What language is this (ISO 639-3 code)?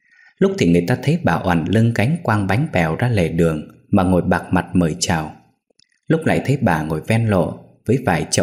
vie